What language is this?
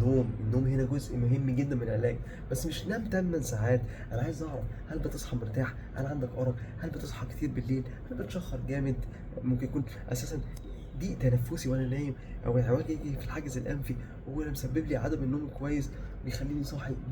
Egyptian Arabic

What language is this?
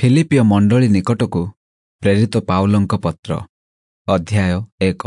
Odia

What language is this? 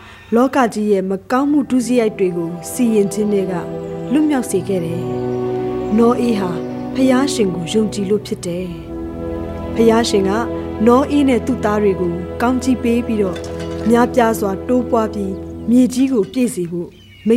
Burmese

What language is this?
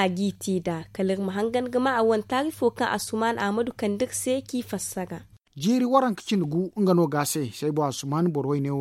Zarma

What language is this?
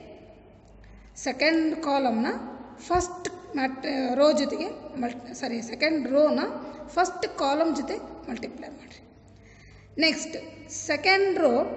Kannada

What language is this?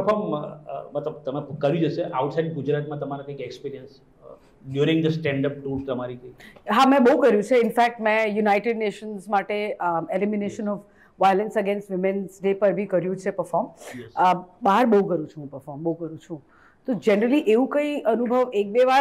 Gujarati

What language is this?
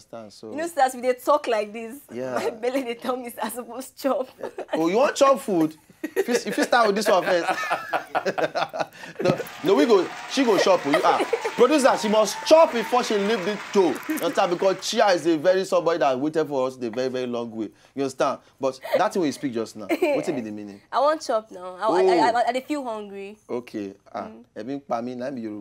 Nigerian Pidgin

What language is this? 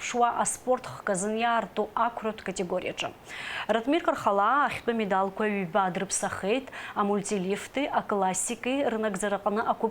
Abkhazian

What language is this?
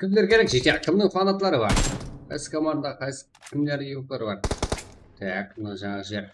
Kara-Kalpak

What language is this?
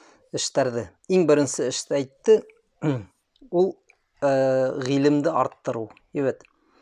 Bashkir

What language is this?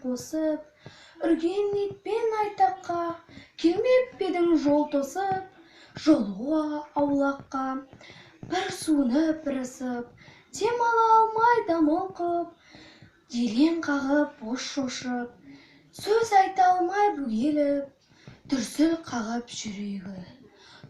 Kazakh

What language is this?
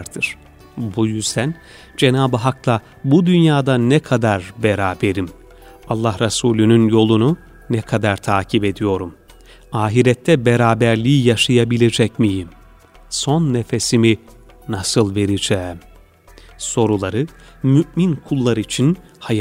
Turkish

